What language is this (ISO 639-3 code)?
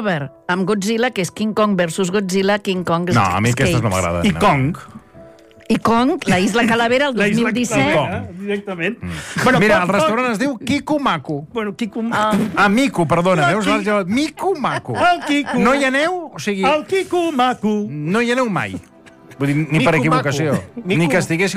cat